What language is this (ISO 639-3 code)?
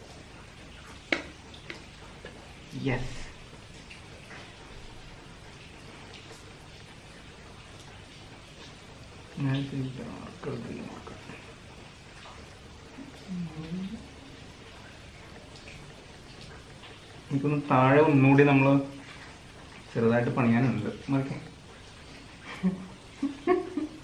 mal